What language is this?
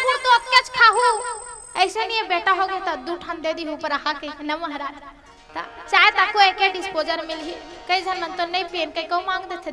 Chhattisgarhi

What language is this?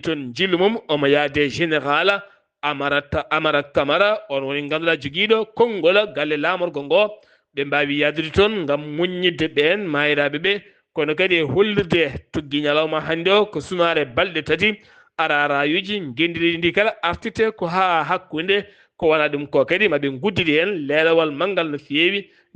Fula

